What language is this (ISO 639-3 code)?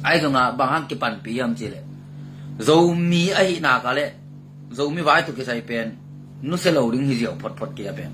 ctd